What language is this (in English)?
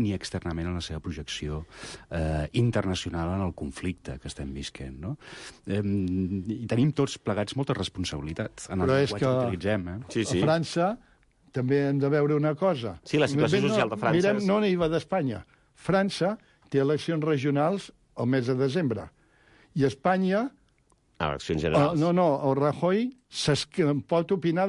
Catalan